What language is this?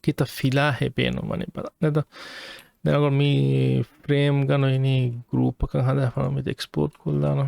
Divehi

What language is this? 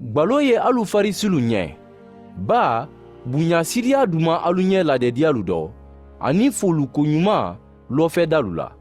Mandingo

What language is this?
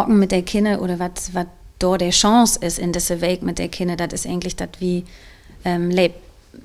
Low German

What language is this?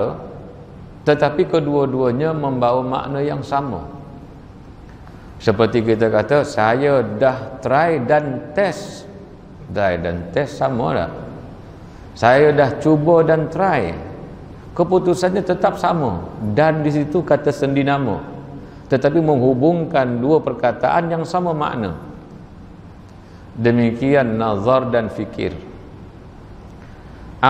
Malay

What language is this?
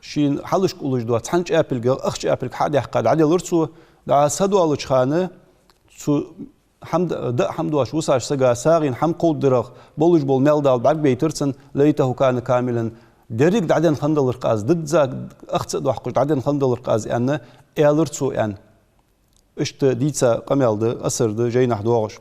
Ingush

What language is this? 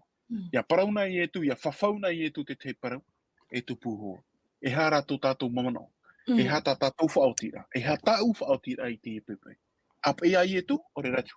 Tahitian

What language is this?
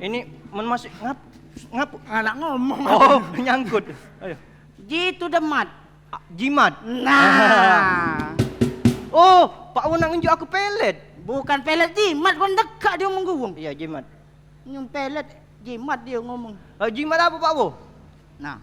Musi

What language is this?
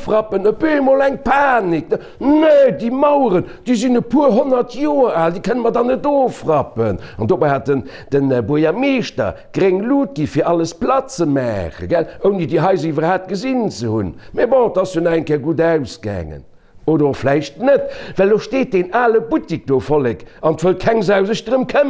Luxembourgish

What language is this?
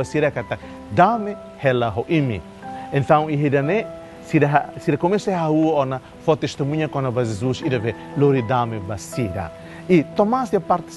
Tetum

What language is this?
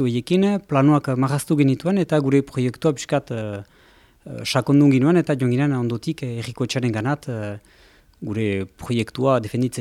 Basque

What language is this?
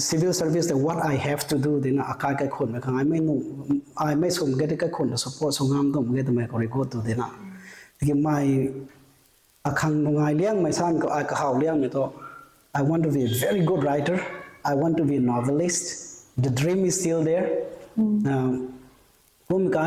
Rongmei Naga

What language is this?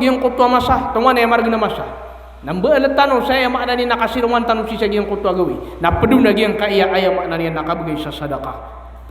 Maranao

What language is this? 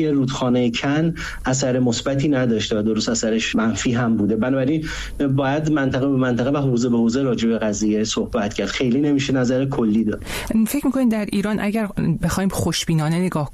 Persian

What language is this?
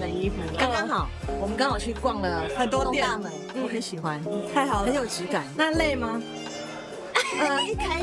Chinese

